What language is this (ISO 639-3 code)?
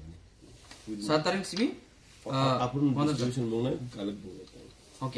trp